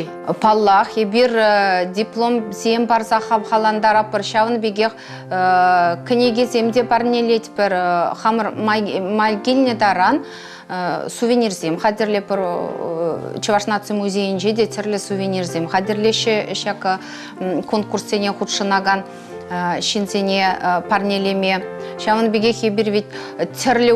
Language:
Chuvash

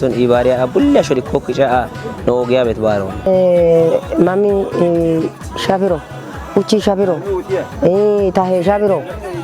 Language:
Kafa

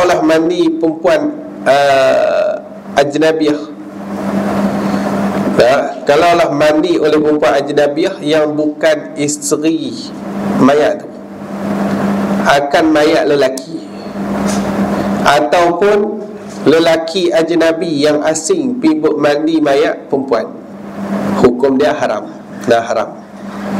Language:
Malay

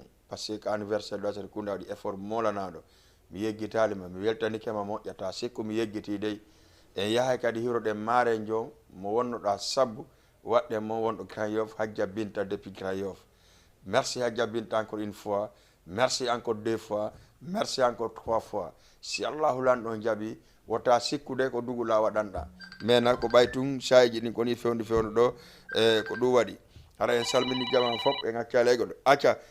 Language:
Fula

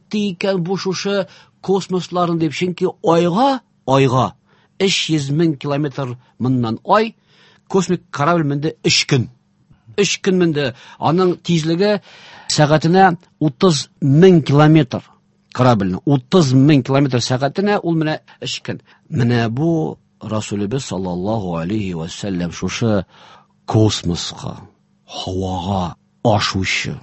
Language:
Tatar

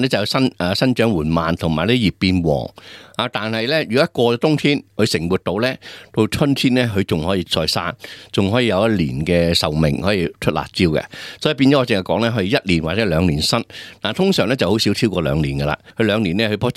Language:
Cantonese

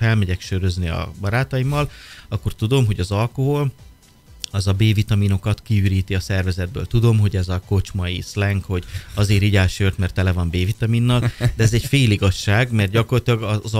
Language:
Hungarian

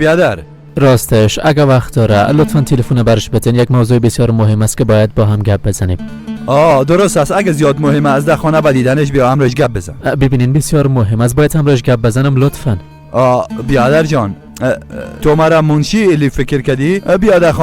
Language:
Persian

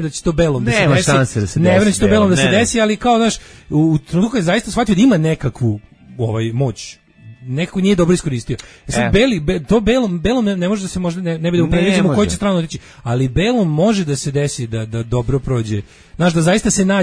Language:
Serbian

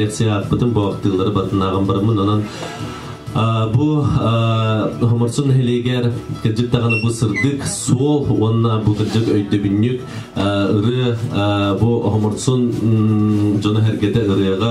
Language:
Yakut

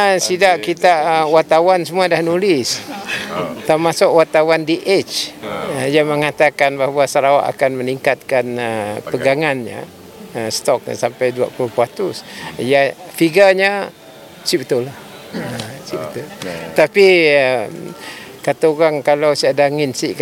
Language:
Malay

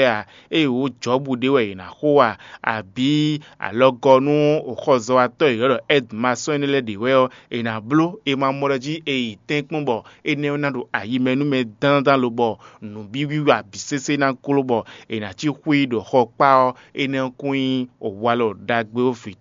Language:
Fon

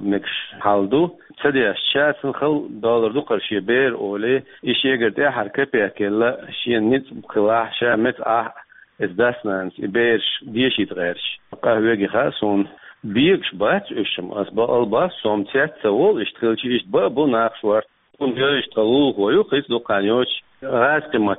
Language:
Chechen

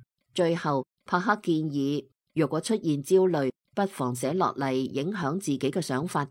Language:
Cantonese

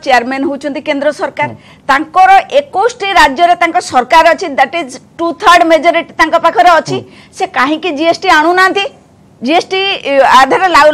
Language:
Odia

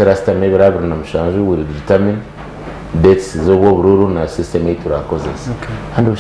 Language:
Nyankole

